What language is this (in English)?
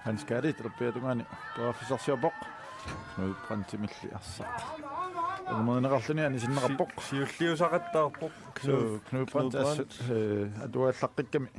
Kalaallisut